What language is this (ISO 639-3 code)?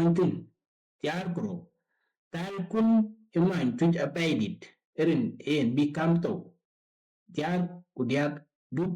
din